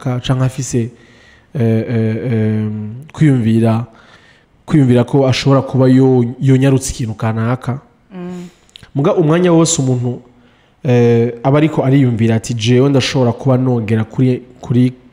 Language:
Rundi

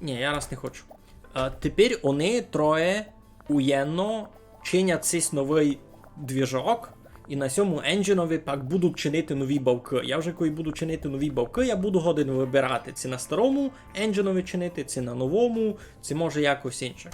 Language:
Rusyn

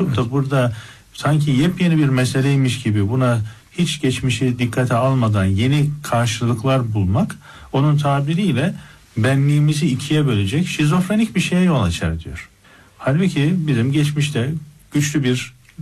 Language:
Turkish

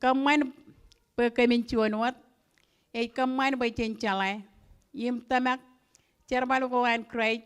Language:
Marshallese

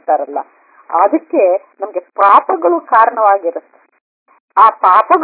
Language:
Kannada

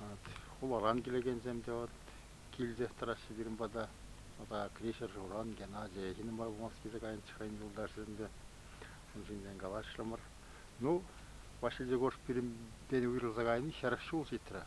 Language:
Chuvash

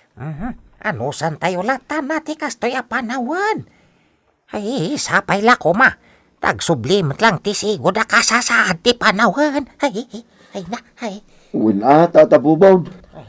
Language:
Iloko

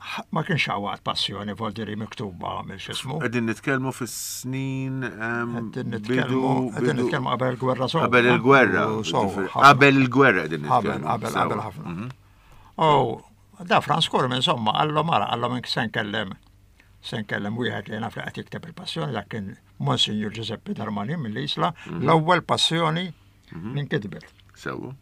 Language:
Maltese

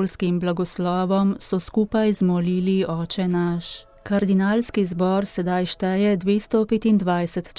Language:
Slovenian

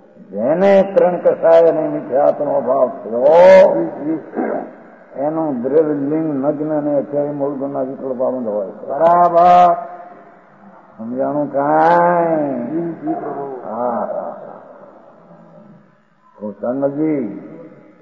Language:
Gujarati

